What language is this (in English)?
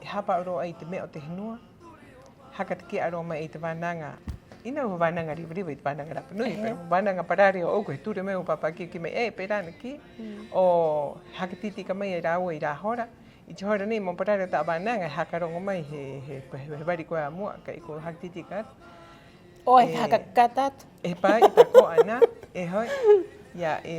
Rapanui